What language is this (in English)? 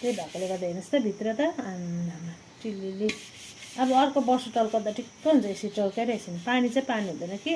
Nepali